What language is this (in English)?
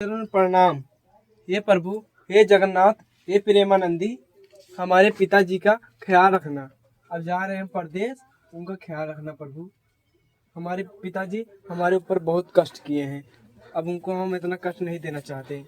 Awadhi